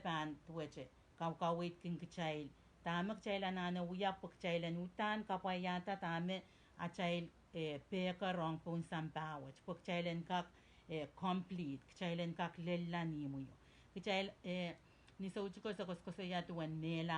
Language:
Pohnpeian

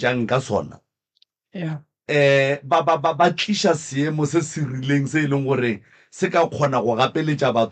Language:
Northern Sotho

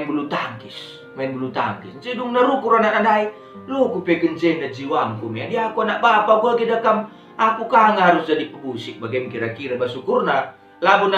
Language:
Batak Karo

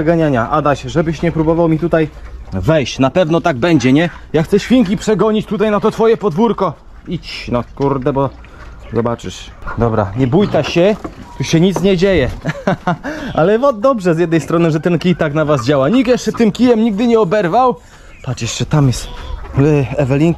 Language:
Polish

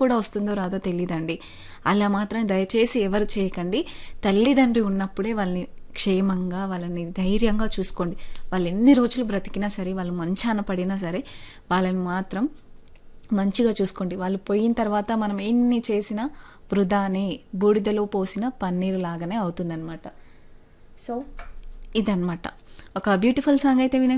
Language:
Telugu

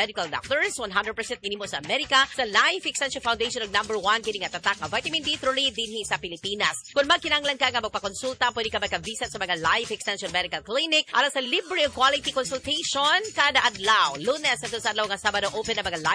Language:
Cebuano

